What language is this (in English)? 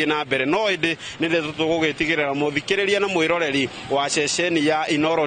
Kikuyu